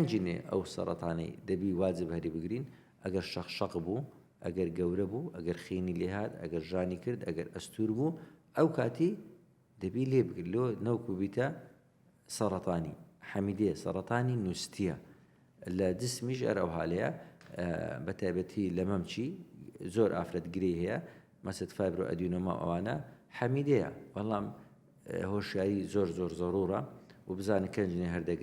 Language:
Central Kurdish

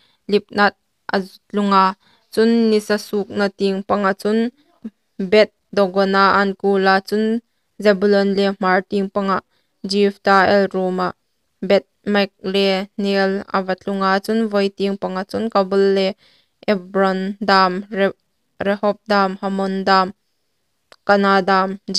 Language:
Hmar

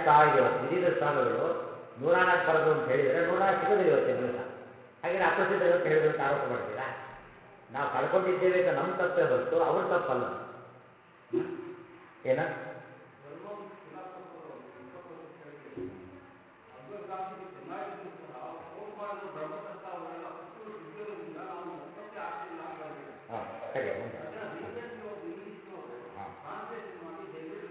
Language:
Kannada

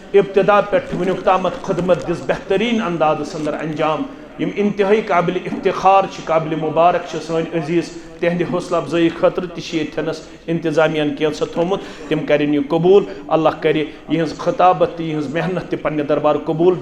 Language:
Kashmiri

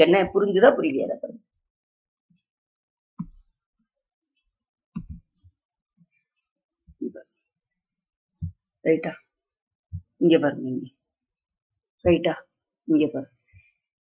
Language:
Tamil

